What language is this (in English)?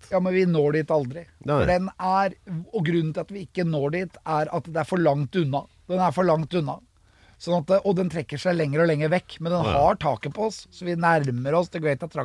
Norwegian